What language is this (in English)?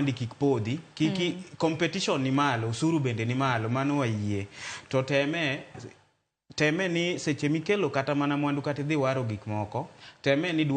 Luo (Kenya and Tanzania)